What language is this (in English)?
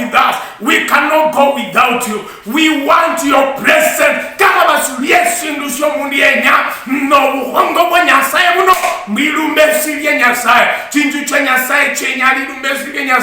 Luyia